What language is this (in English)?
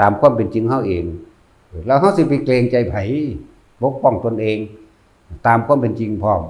Northeastern Thai